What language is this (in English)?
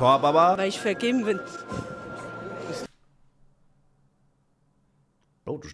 German